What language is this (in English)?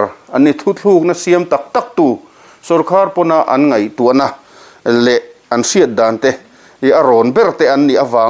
Mizo